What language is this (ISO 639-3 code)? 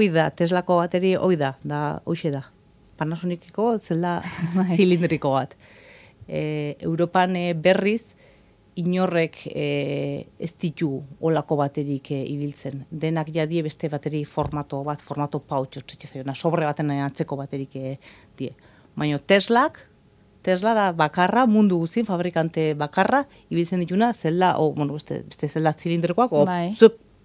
eus